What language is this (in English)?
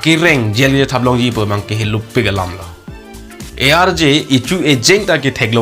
Karbi